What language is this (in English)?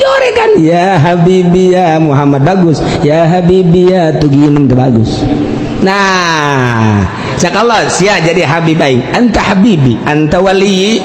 Sundanese